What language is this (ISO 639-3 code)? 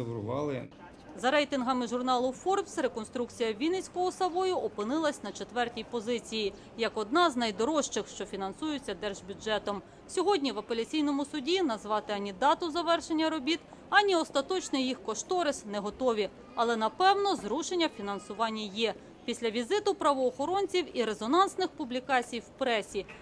ukr